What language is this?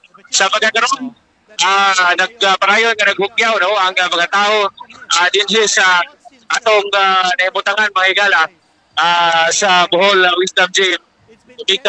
Cebuano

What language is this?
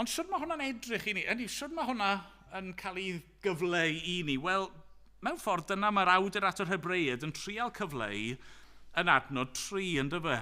Welsh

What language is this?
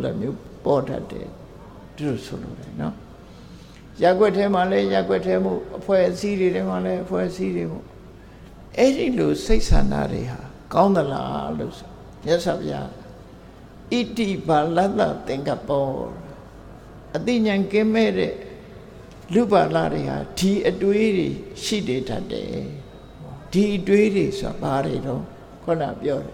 Burmese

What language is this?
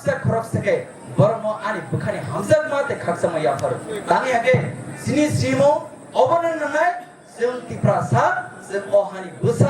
Kok Borok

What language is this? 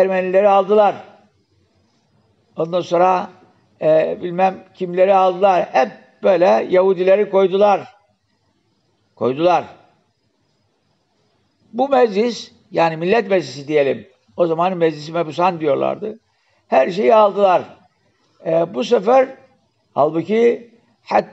Turkish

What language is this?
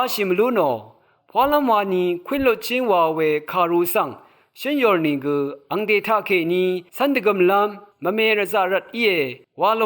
Rawang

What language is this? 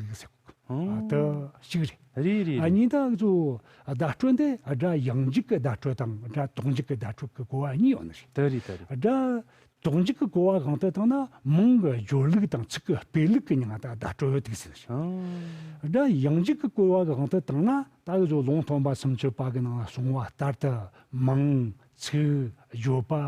Tibetan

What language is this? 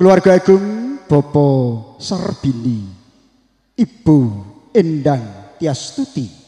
Javanese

